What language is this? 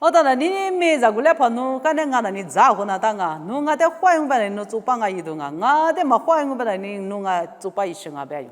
Lisu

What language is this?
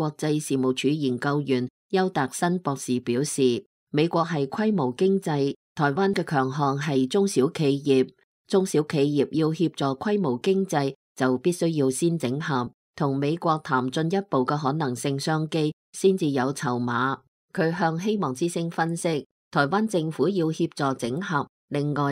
Cantonese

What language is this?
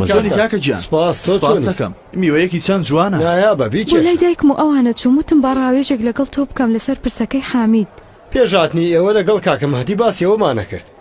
Central Kurdish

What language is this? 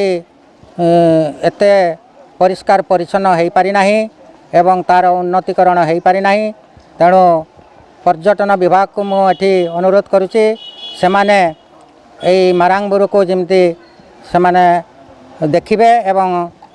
Odia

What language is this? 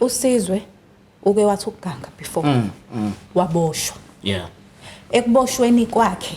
Zulu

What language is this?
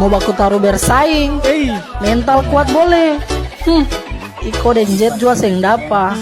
Ambonese Malay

